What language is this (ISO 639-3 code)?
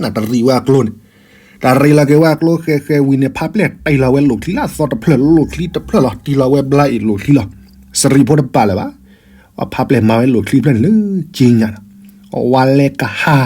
ksw